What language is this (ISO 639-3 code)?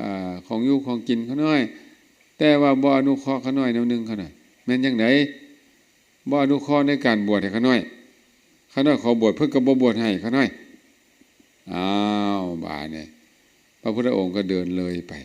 lao